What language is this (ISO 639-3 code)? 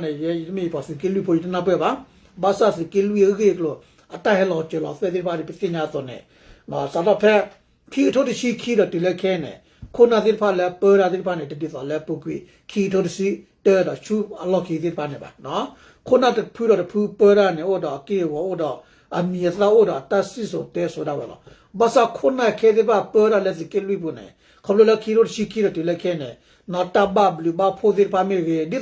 ksw